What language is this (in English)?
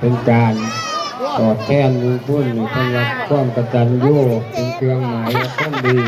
Lao